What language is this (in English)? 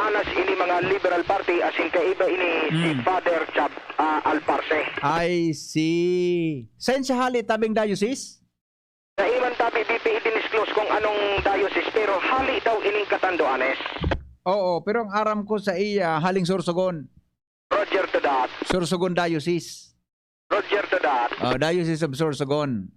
Bikol